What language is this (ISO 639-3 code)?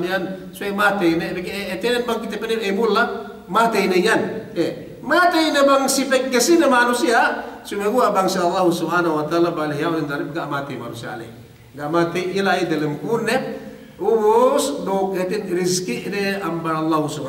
yka